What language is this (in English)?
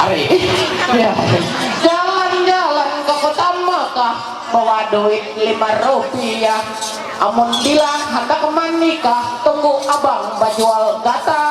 Ma'anyan